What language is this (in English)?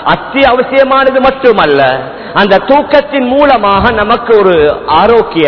Tamil